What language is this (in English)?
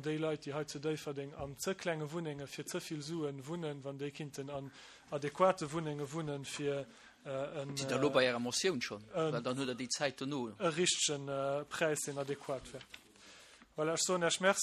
Luxembourgish